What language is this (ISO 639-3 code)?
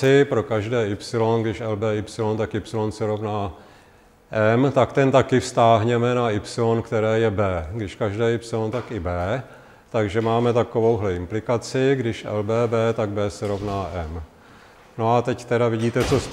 ces